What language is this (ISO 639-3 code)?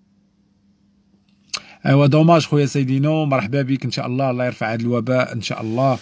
ary